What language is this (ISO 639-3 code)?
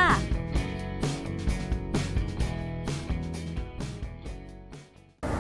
tha